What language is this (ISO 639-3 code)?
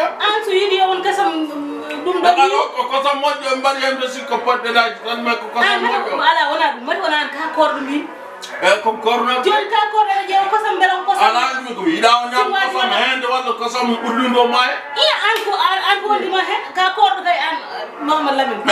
ful